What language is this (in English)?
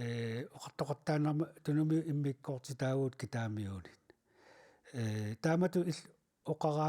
Kalaallisut